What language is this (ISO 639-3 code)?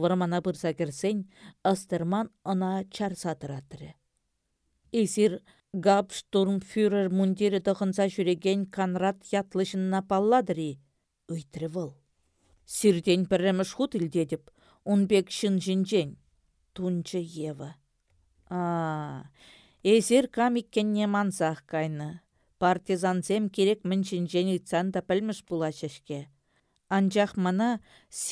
chv